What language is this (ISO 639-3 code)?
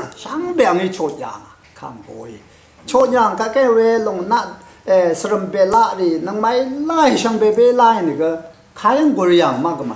raw